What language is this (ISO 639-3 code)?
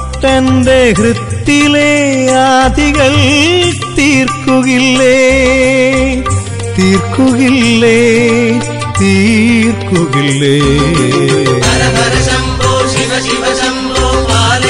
mal